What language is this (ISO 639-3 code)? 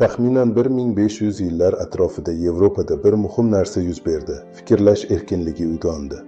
uzb